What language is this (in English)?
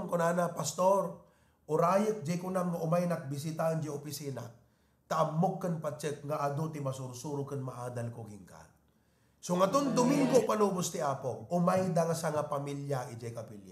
Iloko